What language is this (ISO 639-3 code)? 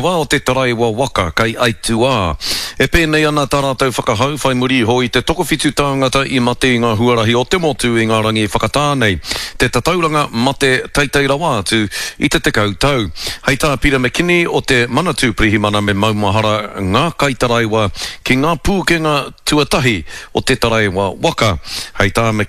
mri